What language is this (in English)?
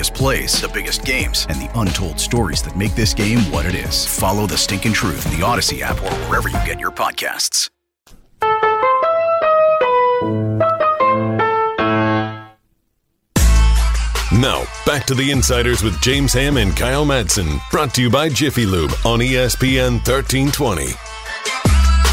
English